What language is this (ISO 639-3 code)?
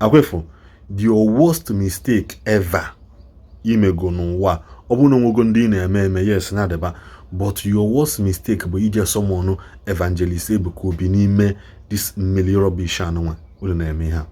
ibo